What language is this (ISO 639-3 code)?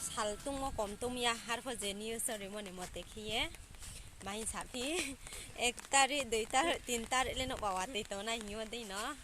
ria